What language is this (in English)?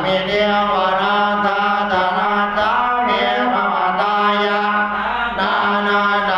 Pali